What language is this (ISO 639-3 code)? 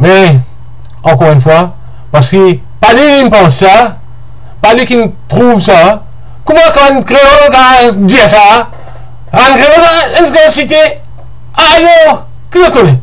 mfe